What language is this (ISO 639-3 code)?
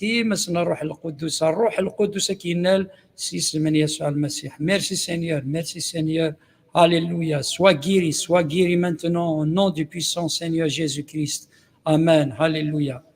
kab